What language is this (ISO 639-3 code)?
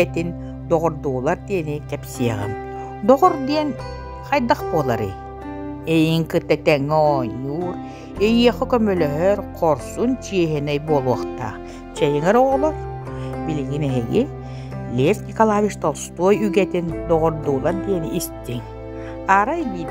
sah